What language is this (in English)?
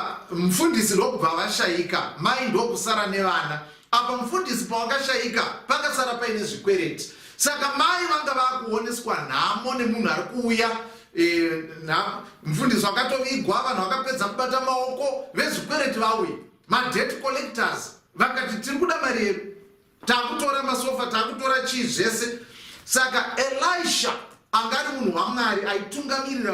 Shona